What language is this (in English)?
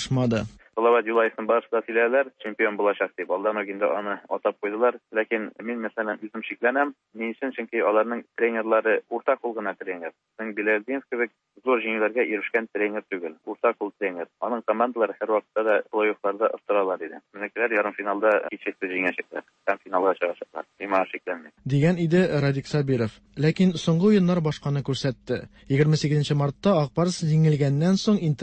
Tatar